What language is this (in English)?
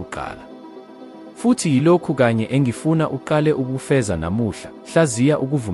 Zulu